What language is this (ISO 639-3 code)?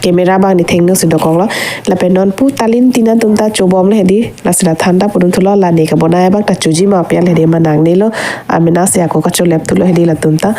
mjw